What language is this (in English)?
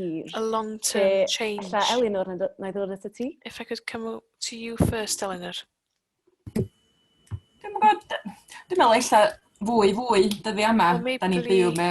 Welsh